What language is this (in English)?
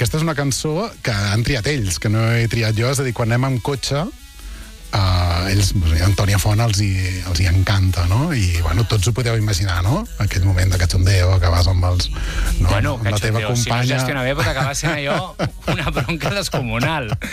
Catalan